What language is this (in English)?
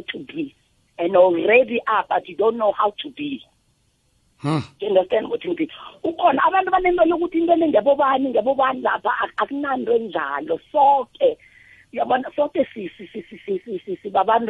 South Ndebele